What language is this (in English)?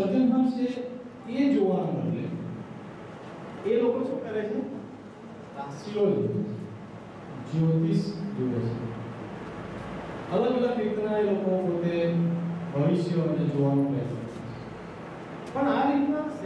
Gujarati